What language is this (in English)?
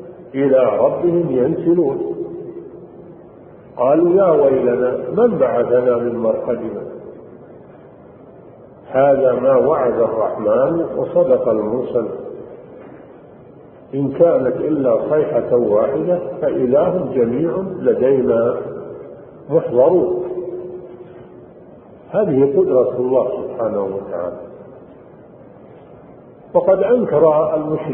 Arabic